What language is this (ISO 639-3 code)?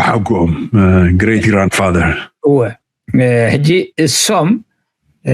tir